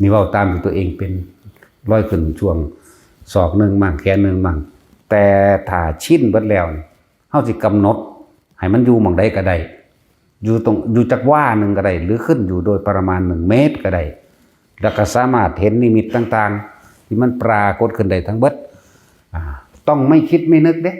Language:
Northeastern Thai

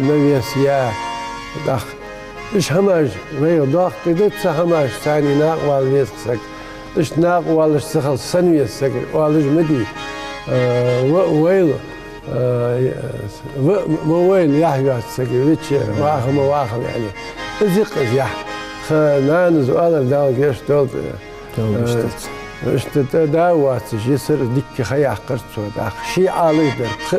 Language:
Ingush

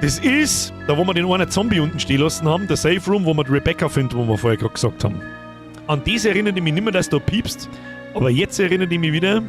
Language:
Bavarian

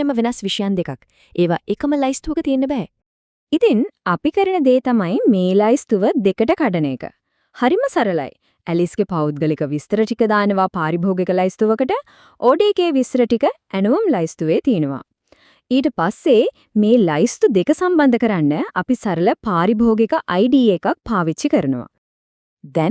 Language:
Sinhala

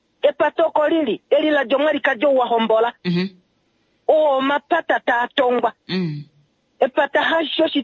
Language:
Kuanyama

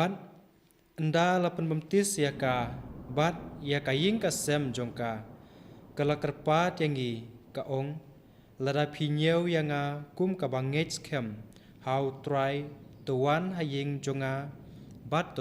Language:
Khasi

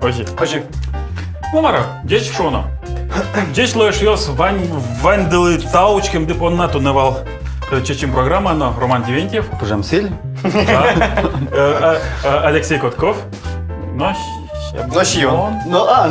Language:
Udmurt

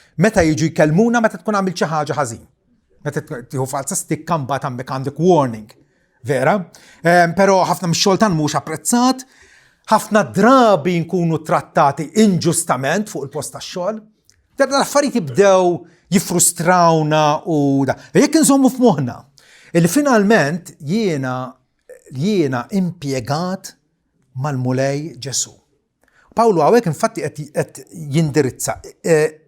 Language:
Maltese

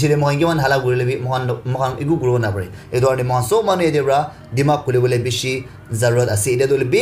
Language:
Naga Pidgin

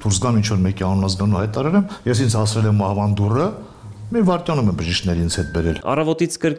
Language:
Armenian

